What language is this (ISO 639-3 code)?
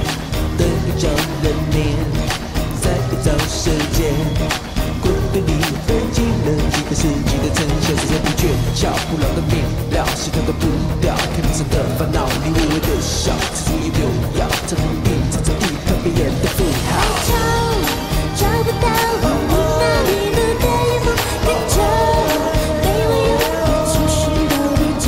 zho